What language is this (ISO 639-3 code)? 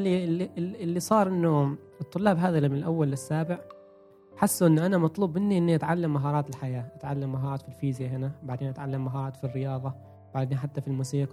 afb